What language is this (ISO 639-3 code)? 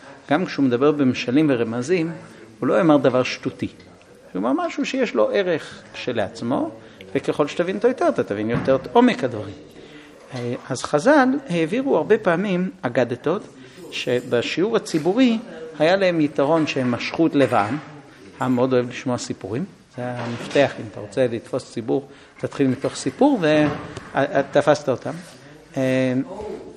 heb